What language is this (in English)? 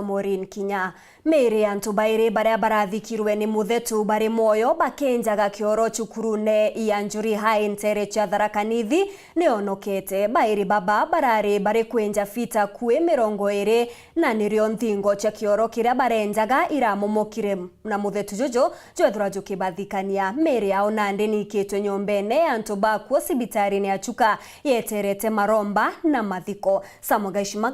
Meru